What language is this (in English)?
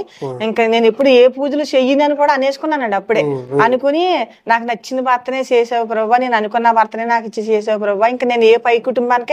Telugu